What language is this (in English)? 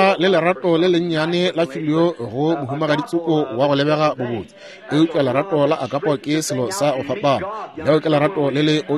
Northern Sotho